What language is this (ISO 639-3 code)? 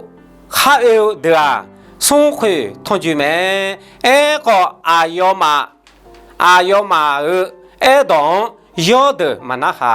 ahk